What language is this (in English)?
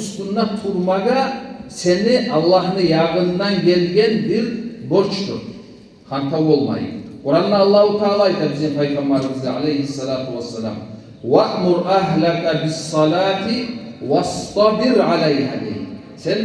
Kumyk